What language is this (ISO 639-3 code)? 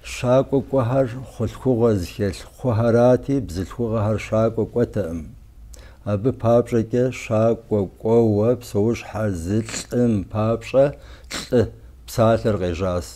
kbd